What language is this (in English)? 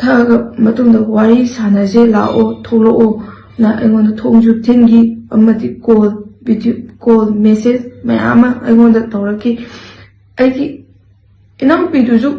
Manipuri